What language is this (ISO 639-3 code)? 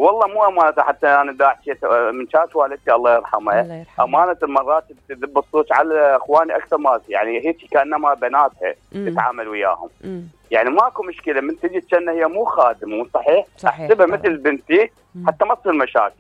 acm